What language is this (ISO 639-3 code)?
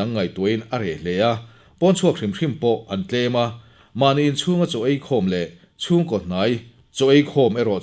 lus